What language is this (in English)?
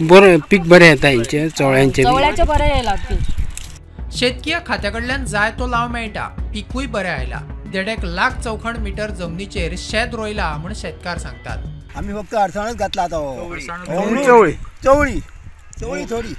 Konkani